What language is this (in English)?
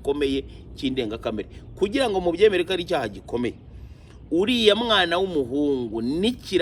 Kinyarwanda